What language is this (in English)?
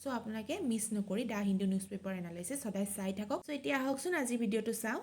Assamese